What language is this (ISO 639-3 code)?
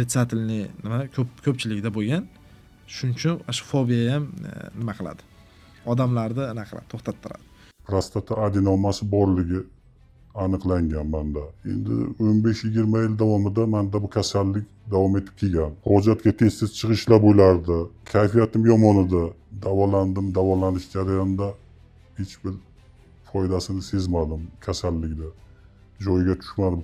uzb